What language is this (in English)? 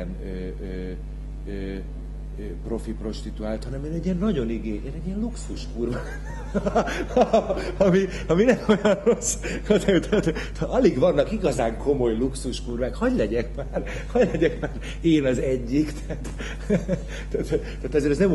Hungarian